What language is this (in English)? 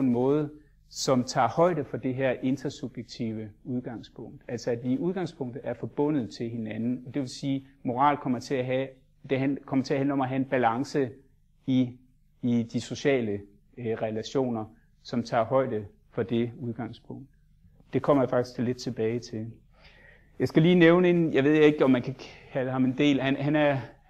Danish